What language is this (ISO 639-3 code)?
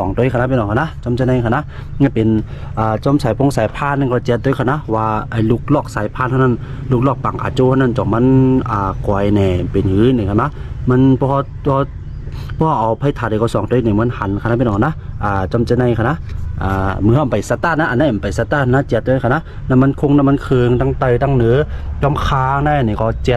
shn